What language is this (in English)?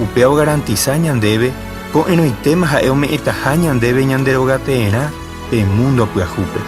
Guarani